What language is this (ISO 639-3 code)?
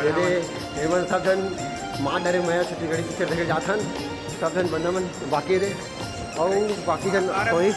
hne